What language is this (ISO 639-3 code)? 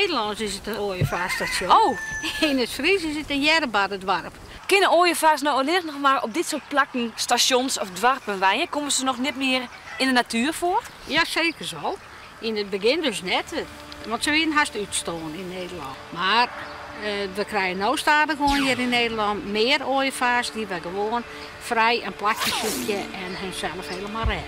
fry